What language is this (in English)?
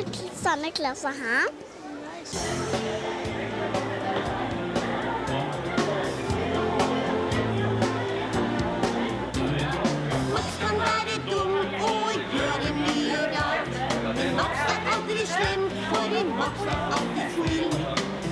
Norwegian